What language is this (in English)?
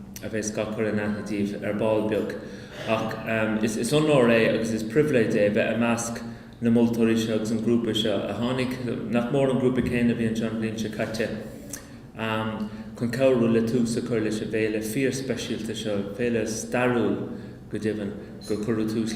Irish